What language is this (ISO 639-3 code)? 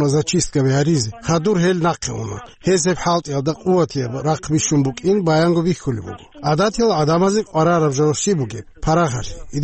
ava